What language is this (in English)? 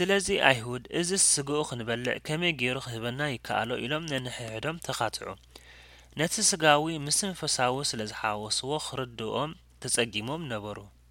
Tigrinya